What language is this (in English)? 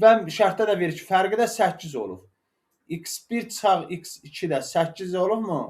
Azerbaijani